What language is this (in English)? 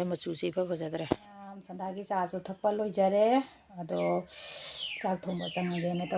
Manipuri